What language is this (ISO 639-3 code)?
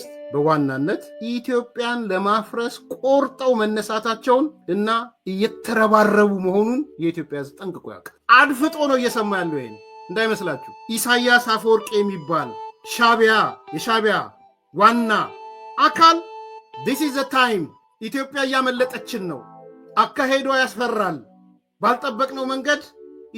amh